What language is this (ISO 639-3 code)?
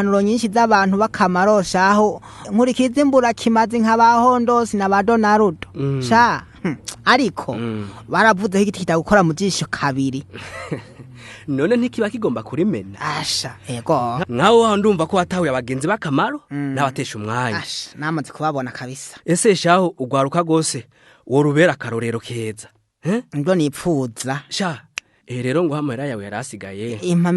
run